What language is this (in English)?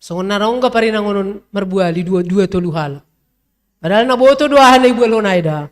Batak Simalungun